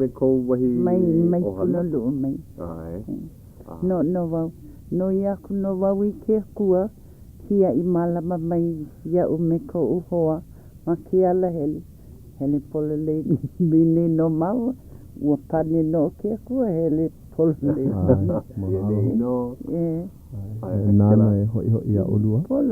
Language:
Hawaiian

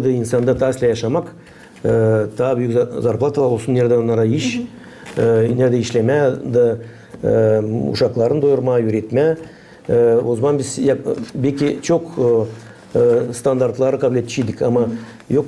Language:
Gagauz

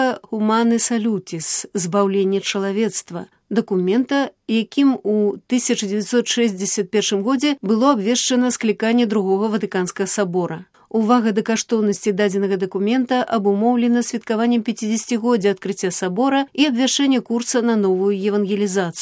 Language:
Belarusian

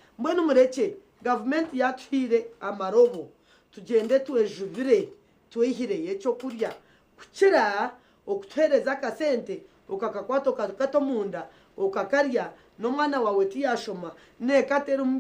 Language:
Nyankole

